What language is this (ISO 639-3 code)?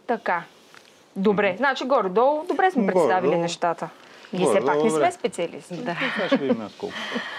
bul